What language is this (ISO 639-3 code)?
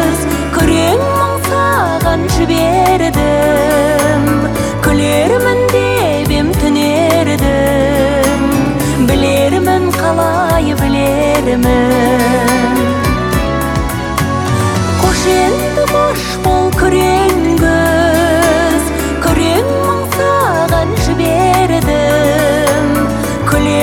kaz